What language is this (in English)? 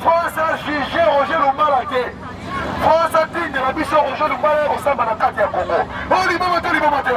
Lingala